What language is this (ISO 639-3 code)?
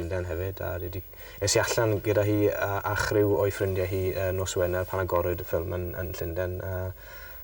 cym